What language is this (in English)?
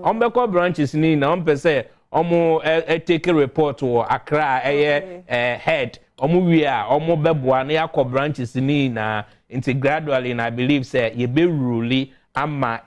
Akan